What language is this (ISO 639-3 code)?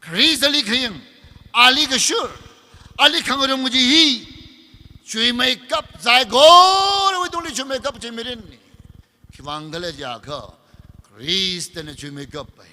nmf